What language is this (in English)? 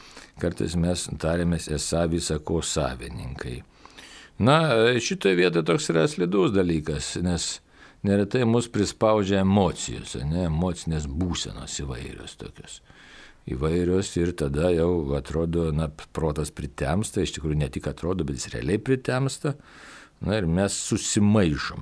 Lithuanian